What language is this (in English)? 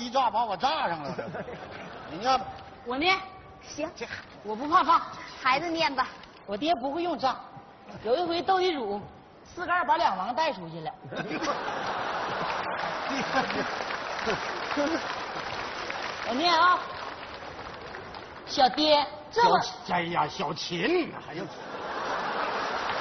Chinese